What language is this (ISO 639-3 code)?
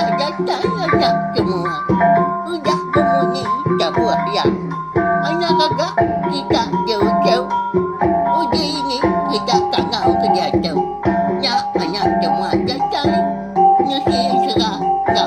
iba